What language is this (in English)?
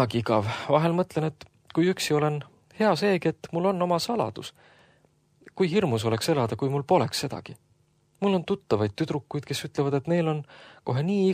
Estonian